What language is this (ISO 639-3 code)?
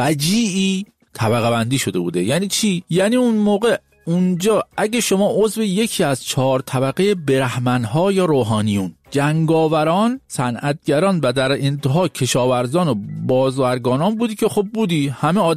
fas